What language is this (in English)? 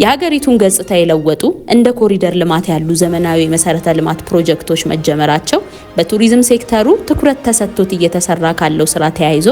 Amharic